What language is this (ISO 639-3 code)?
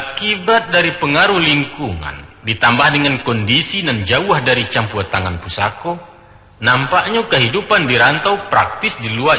min